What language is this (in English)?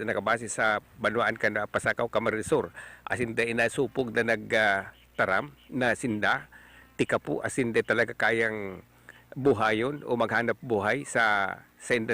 Bikol